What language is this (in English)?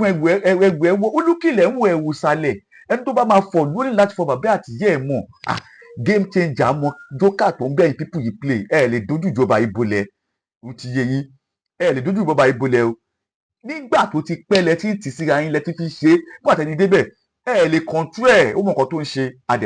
Yoruba